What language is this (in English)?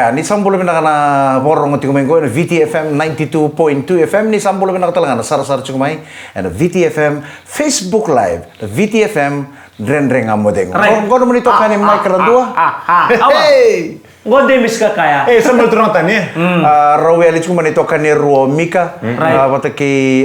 Fijian